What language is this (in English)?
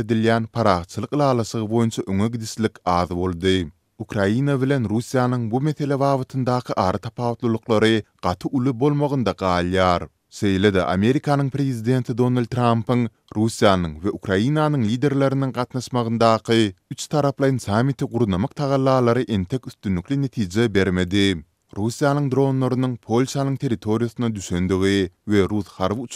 Turkmen